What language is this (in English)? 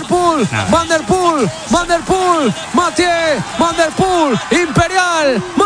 Spanish